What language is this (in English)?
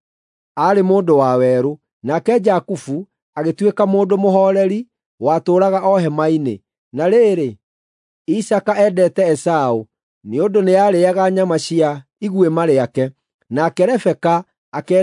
Kikuyu